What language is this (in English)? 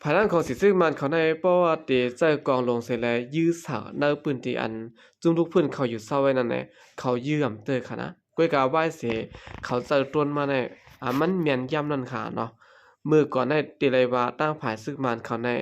Shan